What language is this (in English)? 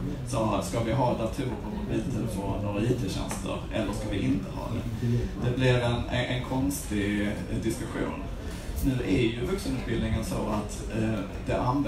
Swedish